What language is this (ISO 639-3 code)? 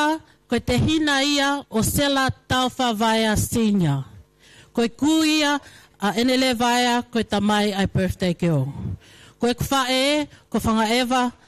ton